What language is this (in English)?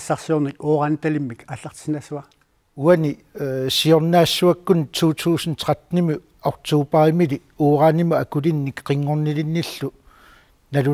Kalaallisut